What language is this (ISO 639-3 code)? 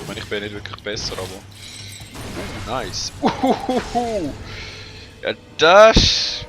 gsw